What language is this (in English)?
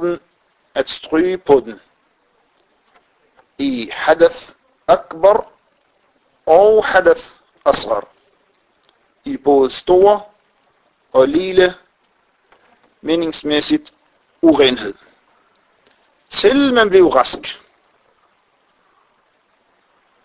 Danish